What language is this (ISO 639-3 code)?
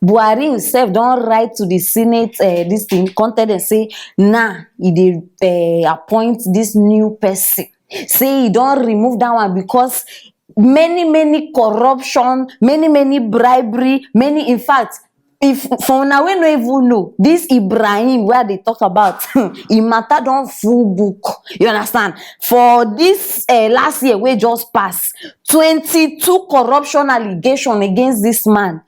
pcm